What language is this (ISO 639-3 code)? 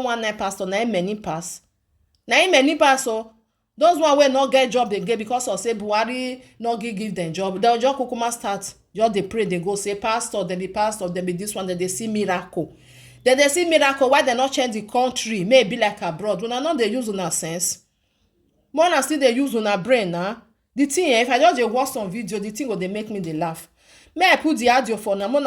pcm